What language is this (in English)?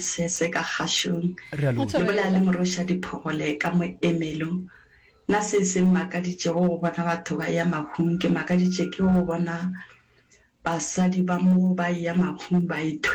Northern Sotho